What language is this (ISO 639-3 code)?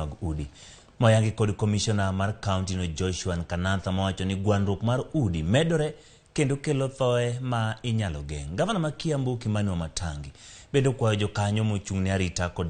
luo